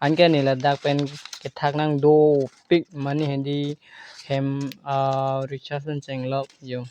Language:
Karbi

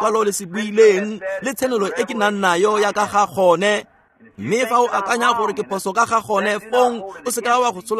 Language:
Tswana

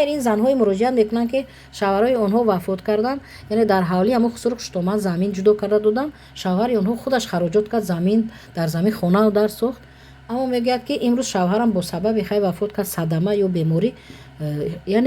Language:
Tajik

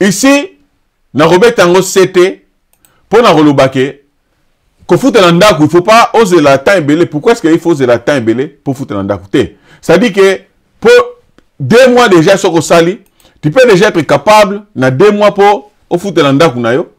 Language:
Lingala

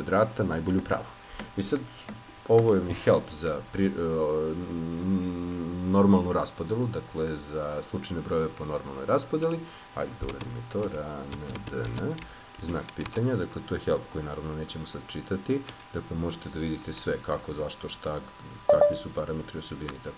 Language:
Serbian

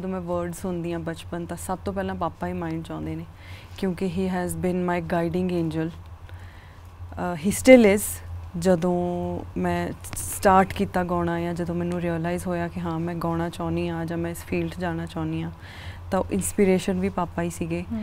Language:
Punjabi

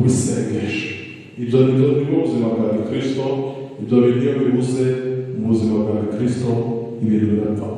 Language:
Kinyarwanda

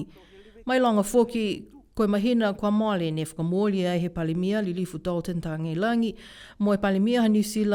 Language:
Niuean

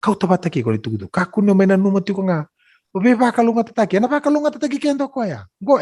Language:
Fijian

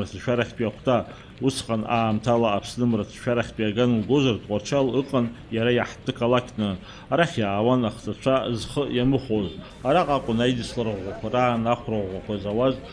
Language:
Abkhazian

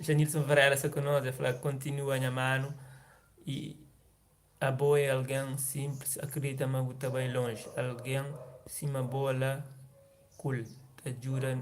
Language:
Kabuverdianu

